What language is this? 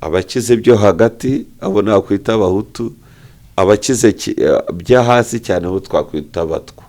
Kinyarwanda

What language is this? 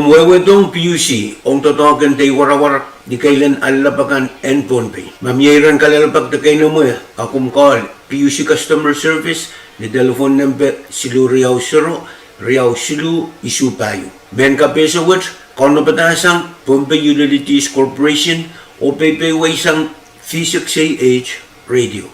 Pohnpeian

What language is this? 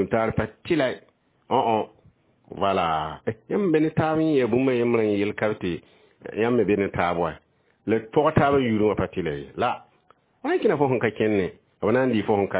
Mossi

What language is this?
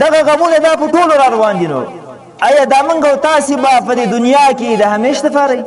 Pashto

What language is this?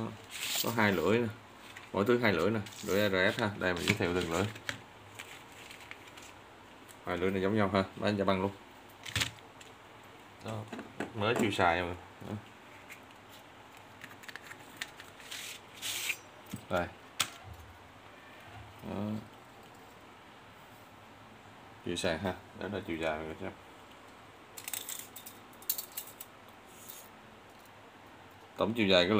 Vietnamese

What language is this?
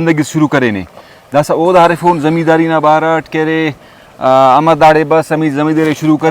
Brahui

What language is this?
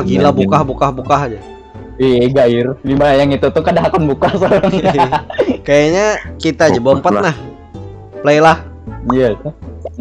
Banjar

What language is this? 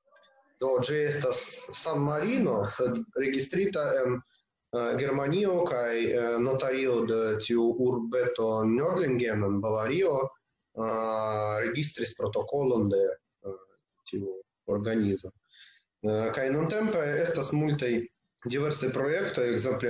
Esperanto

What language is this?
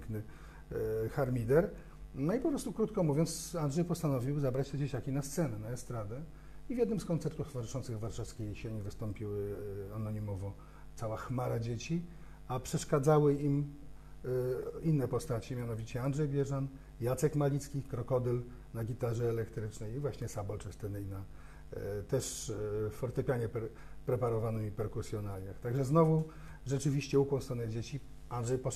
Polish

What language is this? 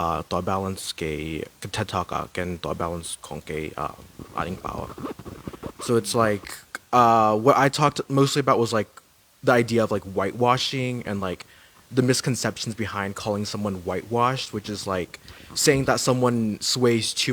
Tedim Chin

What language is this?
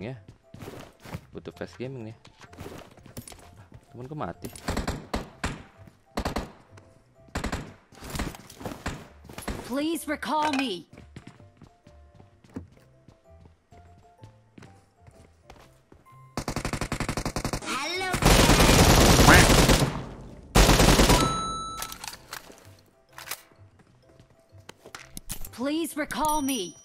Indonesian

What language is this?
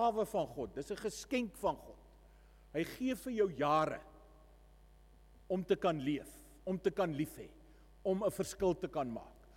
Afrikaans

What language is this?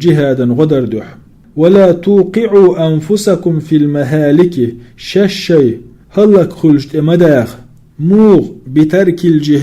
Chechen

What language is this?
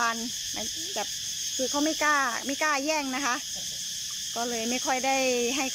Thai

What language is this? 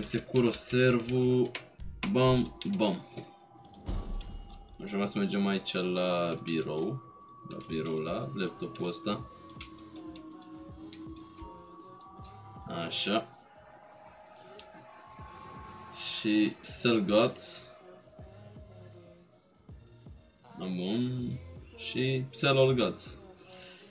Romanian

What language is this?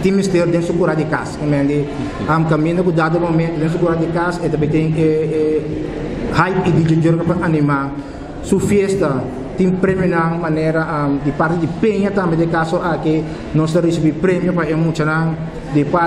Papiamento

